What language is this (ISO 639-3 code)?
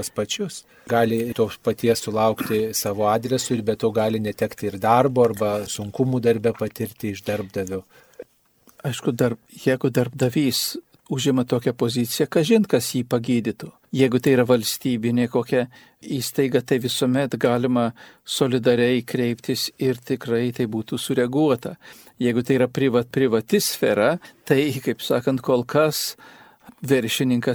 lit